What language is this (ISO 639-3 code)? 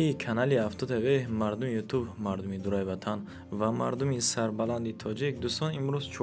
tgk